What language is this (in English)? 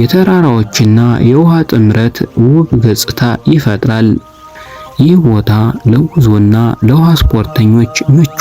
Amharic